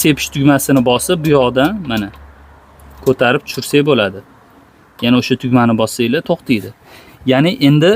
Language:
Uzbek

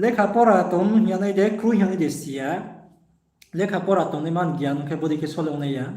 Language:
Riang (India)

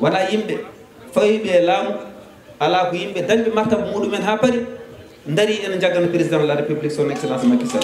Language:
Fula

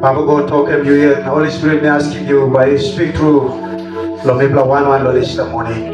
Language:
Tok Pisin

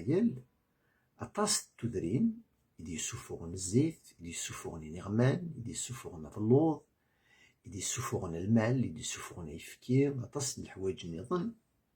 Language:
Kabyle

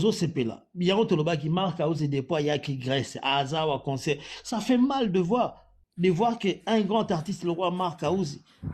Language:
Lingala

